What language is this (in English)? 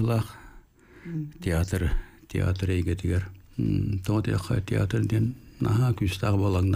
Yakut